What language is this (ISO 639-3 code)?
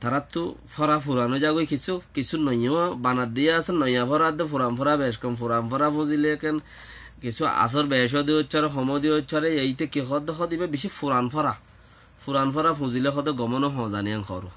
rhg